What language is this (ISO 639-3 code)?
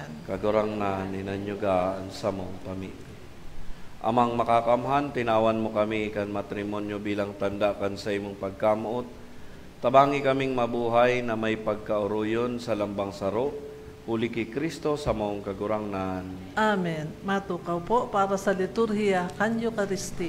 bik